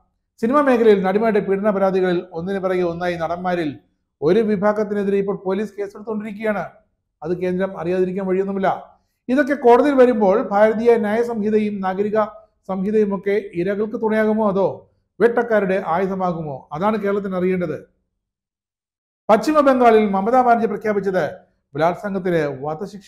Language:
Malayalam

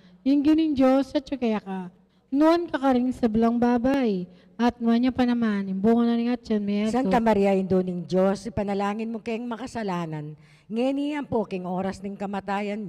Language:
Pampanga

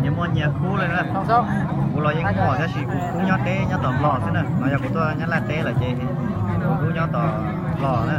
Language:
Hmong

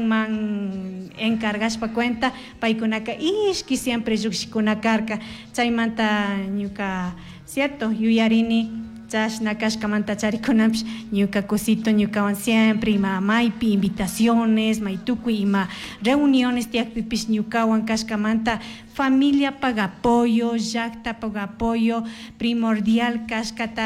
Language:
Chimborazo Highland Quichua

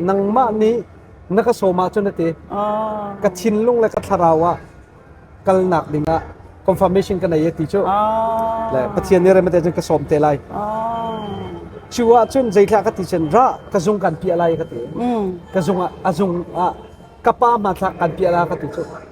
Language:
Hakha Chin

